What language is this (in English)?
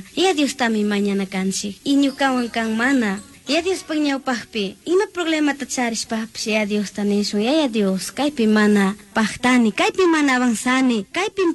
Chimborazo Highland Quichua